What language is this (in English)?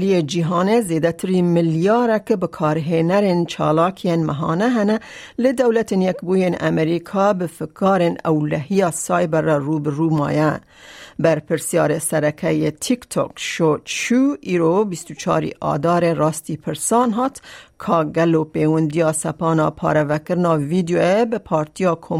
Kurdish